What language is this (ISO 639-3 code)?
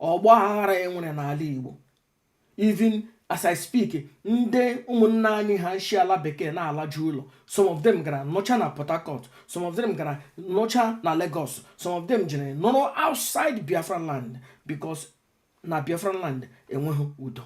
ibo